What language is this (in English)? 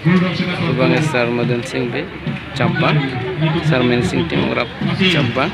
Karbi